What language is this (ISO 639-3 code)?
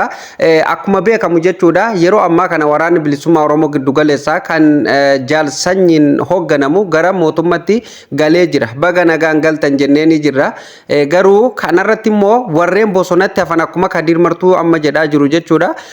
orm